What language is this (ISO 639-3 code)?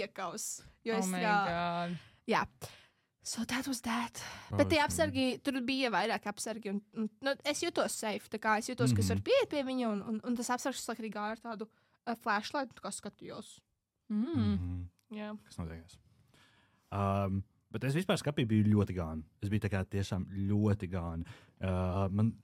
lav